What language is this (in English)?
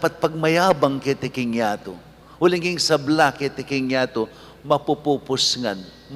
Pampanga